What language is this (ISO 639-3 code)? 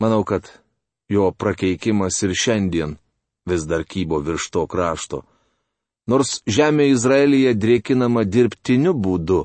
lit